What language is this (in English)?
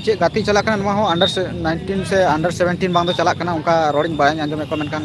Santali